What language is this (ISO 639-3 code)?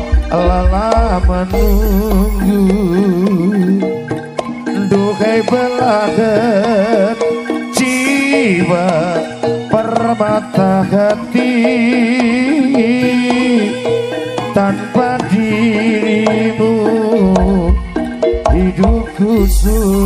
ind